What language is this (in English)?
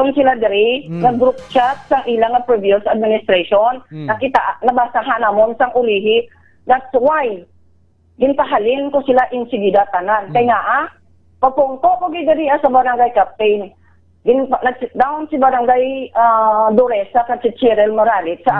Hiligaynon